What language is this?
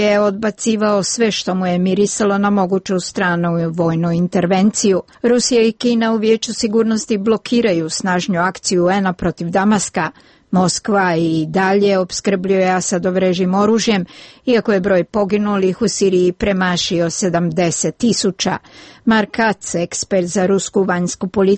Croatian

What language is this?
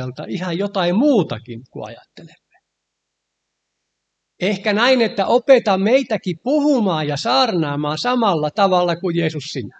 Finnish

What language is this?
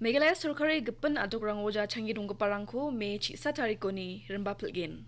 Garo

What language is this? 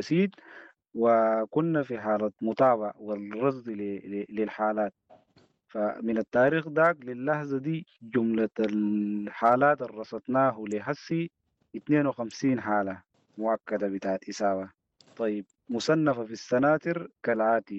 Sudanese Arabic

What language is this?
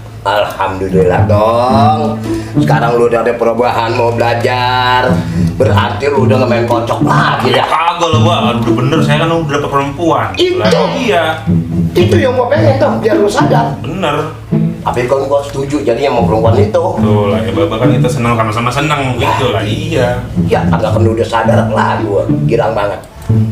Betawi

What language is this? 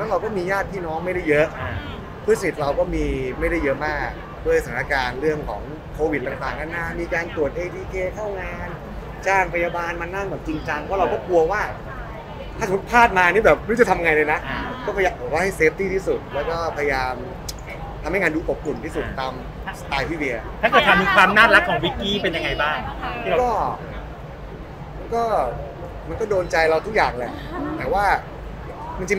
Thai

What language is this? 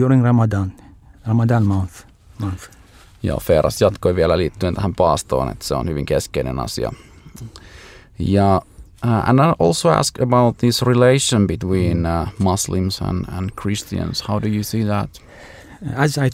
Finnish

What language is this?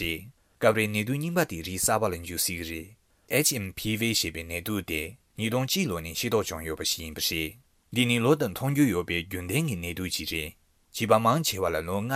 Tibetan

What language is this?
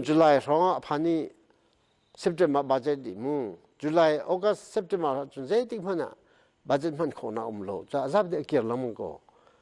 Hakha Chin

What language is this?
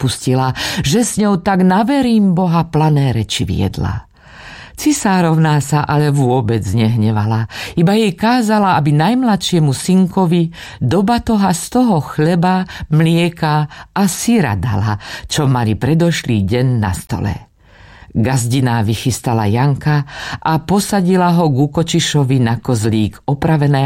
Slovak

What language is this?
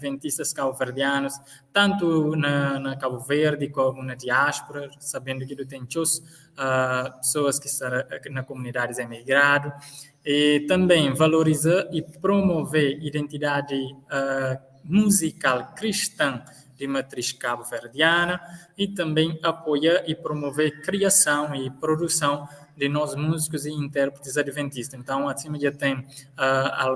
Kabuverdianu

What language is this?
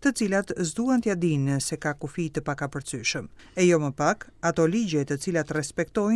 Albanian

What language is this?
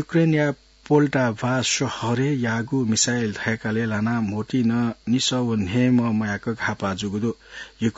Newari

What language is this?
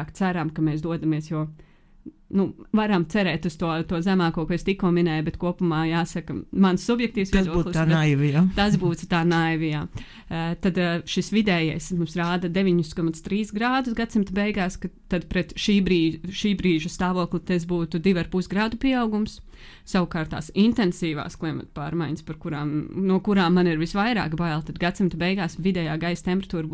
Latvian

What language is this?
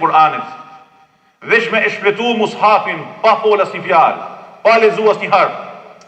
Albanian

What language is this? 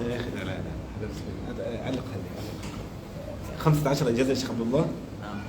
Pular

